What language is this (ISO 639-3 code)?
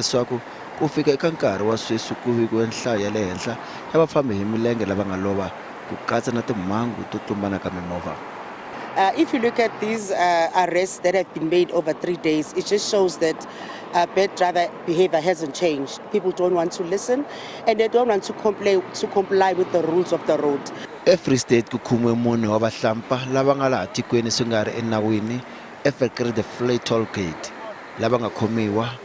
tso